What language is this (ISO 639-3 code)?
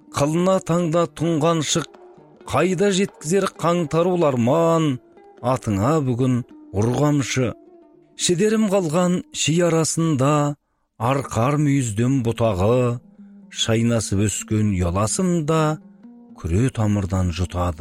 kaz